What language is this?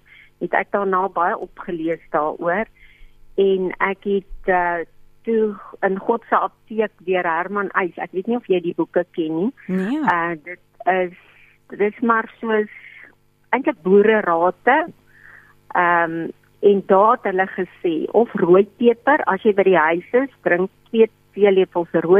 Afrikaans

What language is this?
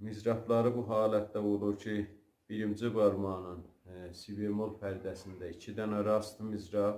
South Azerbaijani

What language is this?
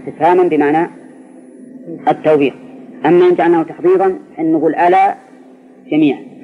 Arabic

